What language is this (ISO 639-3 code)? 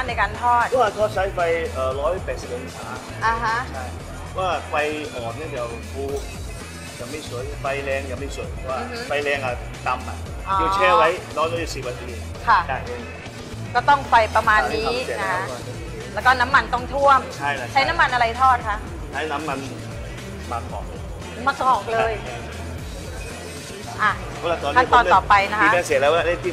tha